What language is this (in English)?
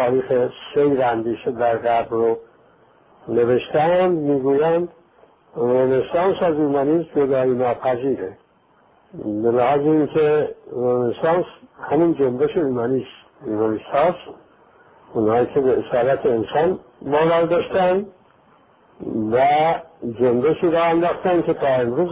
Persian